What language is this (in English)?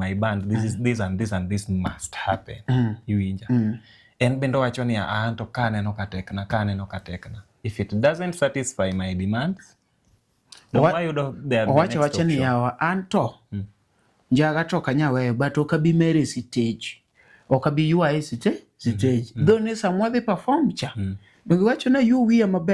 Luo (Kenya and Tanzania)